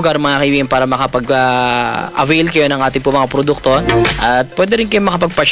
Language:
Filipino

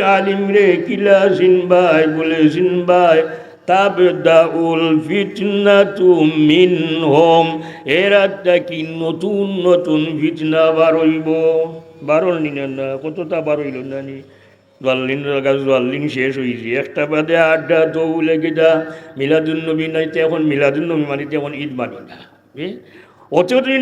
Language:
Sylheti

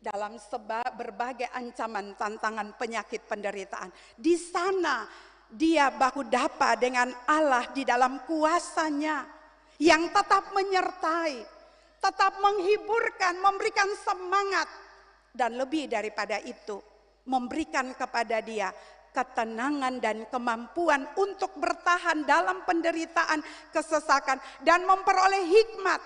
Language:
Ambonese Malay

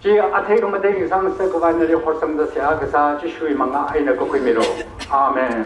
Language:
Tangkhul Naga (India)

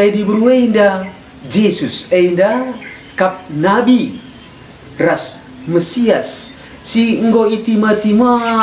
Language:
Batak Karo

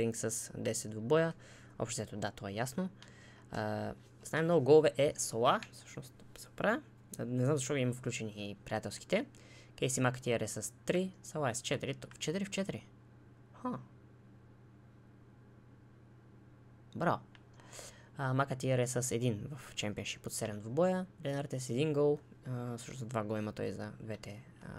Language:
Bulgarian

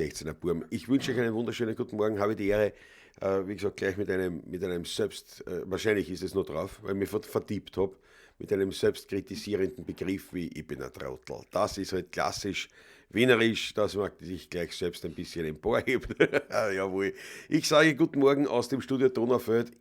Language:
Bavarian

